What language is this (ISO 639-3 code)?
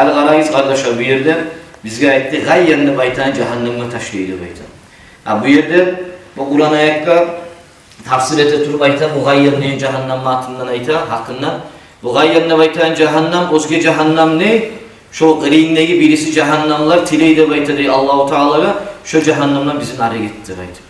kum